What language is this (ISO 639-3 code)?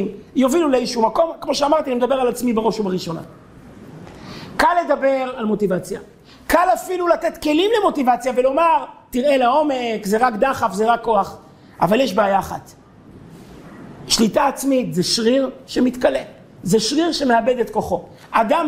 heb